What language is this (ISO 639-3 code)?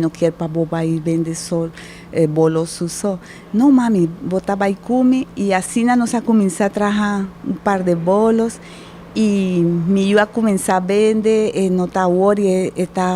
pap